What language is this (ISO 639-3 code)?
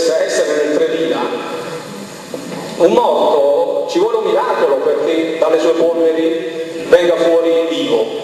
ita